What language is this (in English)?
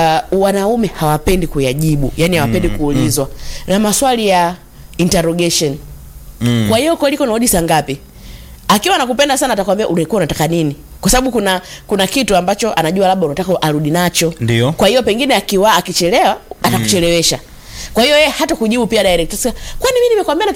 Swahili